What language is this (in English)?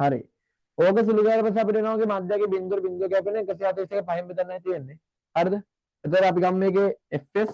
Sinhala